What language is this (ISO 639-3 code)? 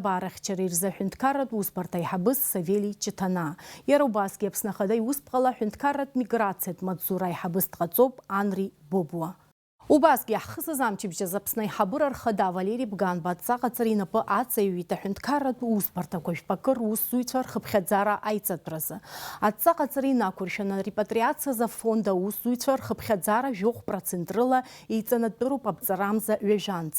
abk